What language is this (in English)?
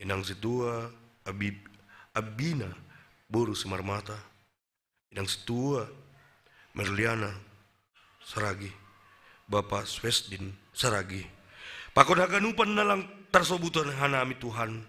Batak Simalungun